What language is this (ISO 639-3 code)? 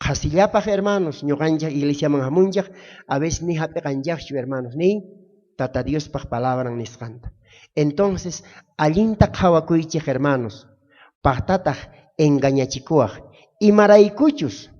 quh